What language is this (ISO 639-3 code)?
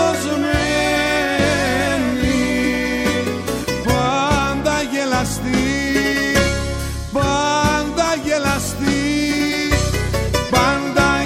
ell